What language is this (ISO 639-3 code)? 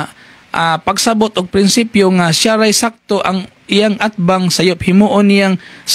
ceb